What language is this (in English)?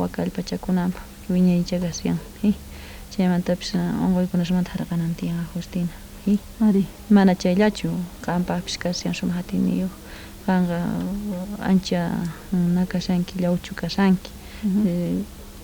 South Bolivian Quechua